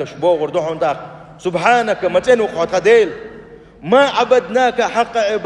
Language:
Chechen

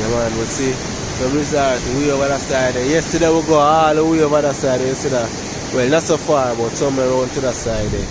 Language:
Jamaican Creole English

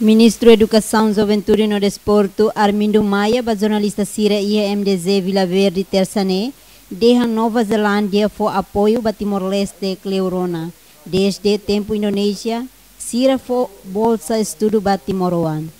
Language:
Tetum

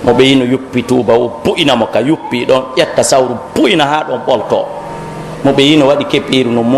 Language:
Pular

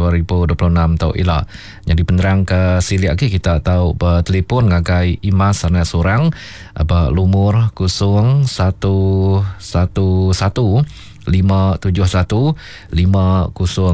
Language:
Iban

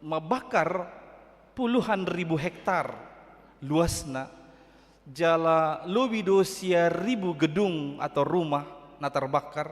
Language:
Batak Toba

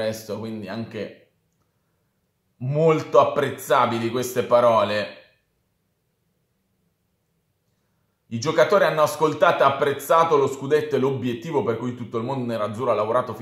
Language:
Italian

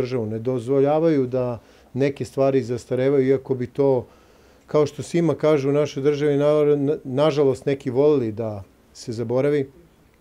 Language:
Serbian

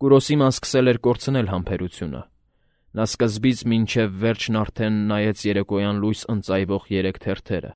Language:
Armenian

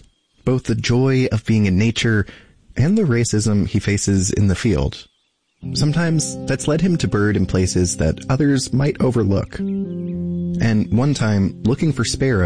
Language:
English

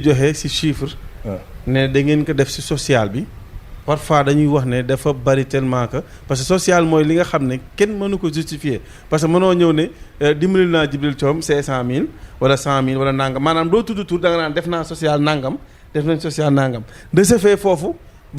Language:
Wolof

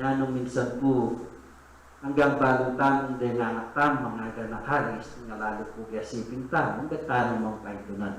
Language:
Pampanga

